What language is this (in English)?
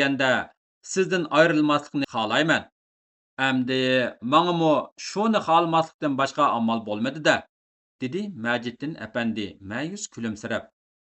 Uyghur